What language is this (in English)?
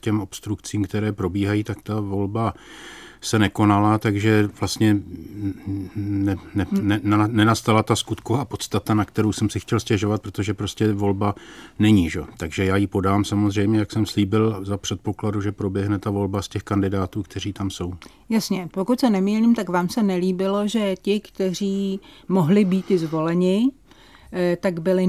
Czech